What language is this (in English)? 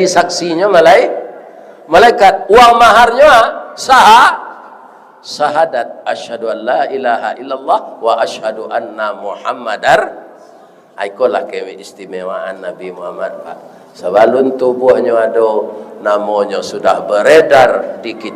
Minangkabau